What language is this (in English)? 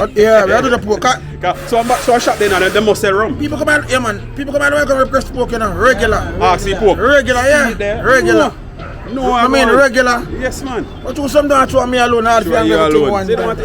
Jamaican Creole English